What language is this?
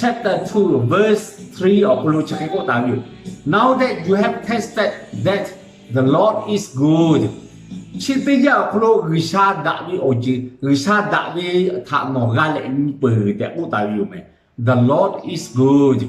Lahu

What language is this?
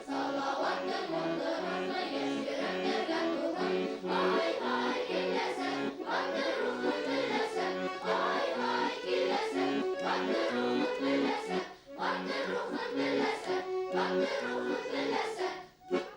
Bashkir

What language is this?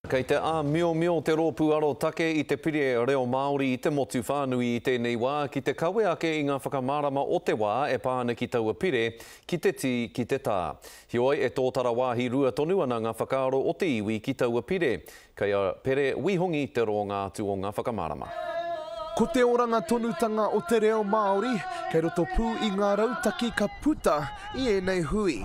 Māori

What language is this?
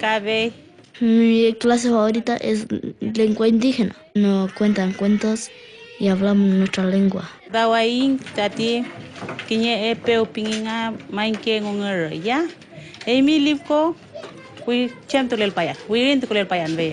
Mapuche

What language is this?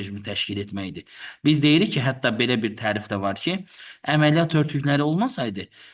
Azerbaijani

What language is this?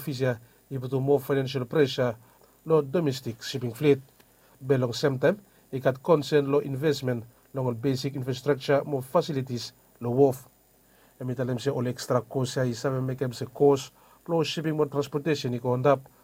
Bislama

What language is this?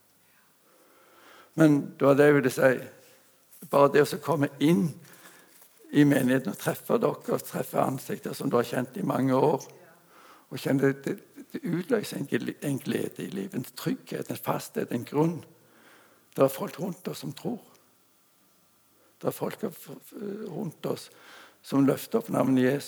Norwegian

